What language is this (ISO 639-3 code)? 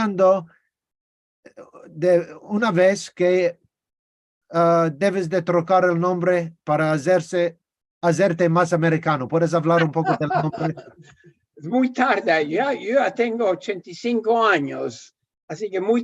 lad